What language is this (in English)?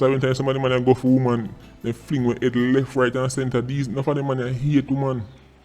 Jamaican Creole English